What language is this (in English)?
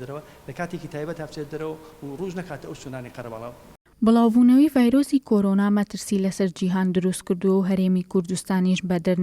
Central Kurdish